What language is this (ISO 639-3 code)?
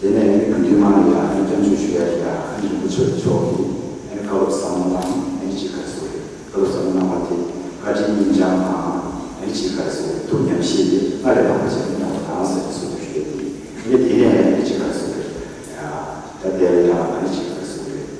bod